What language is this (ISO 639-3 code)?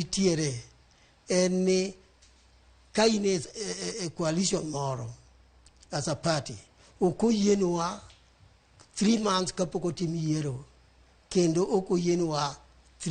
luo